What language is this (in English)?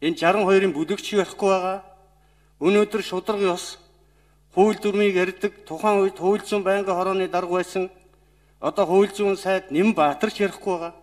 Mongolian